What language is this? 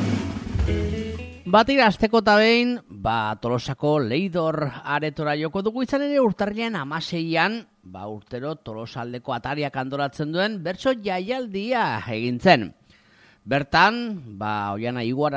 Basque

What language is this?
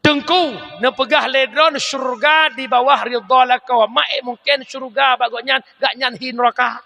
Achinese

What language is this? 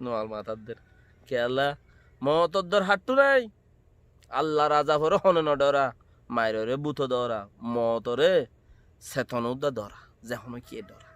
Rohingya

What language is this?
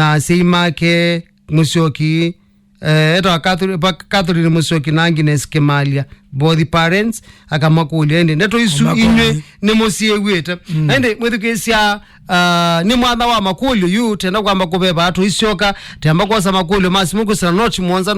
Kamba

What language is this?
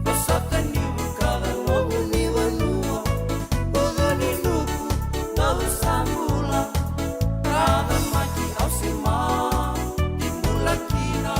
Fijian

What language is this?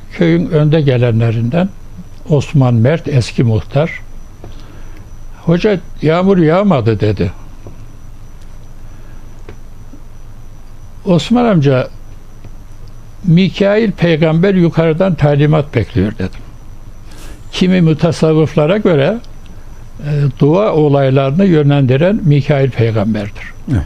Turkish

